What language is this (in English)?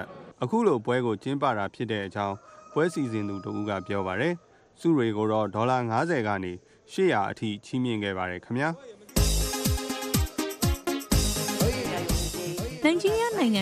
Burmese